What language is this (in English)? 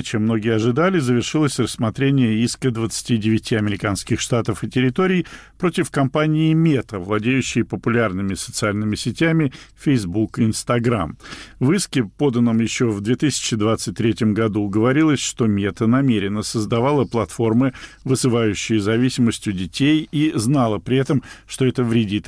Russian